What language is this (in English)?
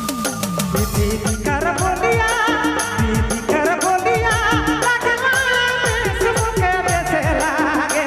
Sadri